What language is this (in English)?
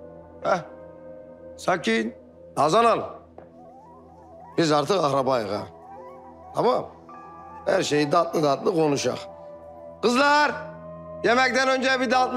Turkish